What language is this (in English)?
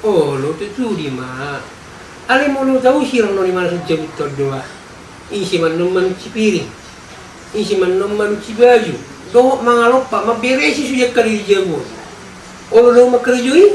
Batak Toba